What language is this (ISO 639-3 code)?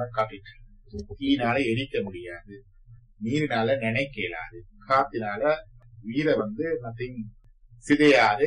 tam